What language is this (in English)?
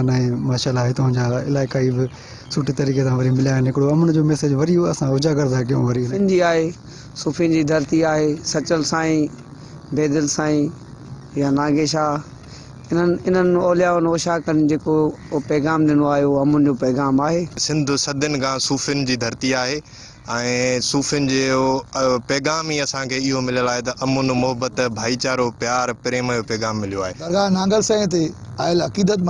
Sindhi